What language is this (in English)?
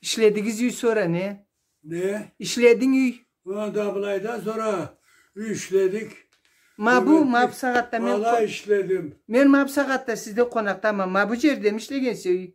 Karachay-Balkar